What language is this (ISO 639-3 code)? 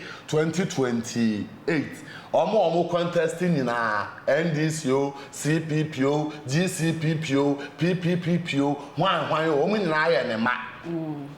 aka